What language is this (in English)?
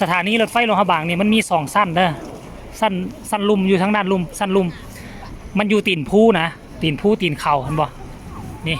Northeastern Thai